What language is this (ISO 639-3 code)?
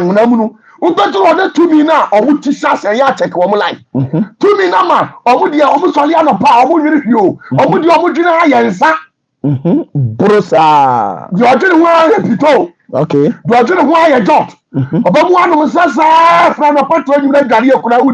aka